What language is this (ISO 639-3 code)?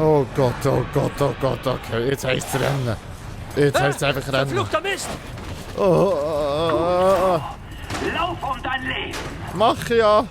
gsw